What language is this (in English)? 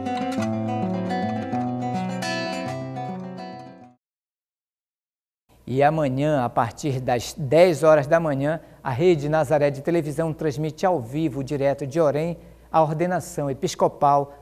Portuguese